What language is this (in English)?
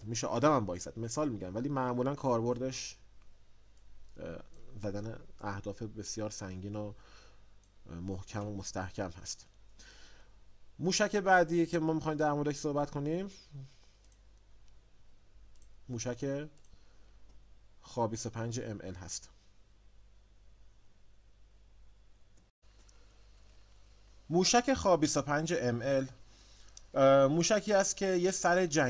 Persian